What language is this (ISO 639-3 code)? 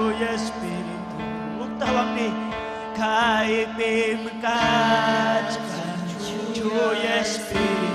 quy